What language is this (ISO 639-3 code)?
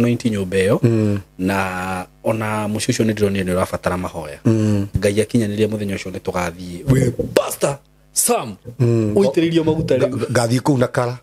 kik